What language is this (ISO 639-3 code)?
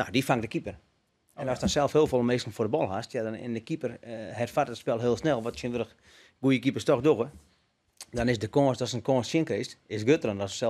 fry